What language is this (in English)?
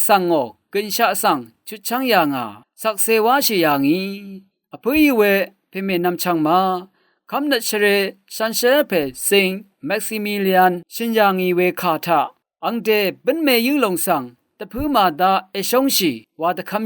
Rawang